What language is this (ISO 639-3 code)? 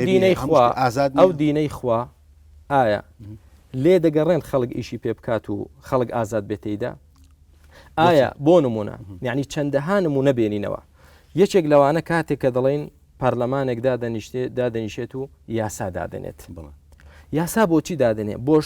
ckb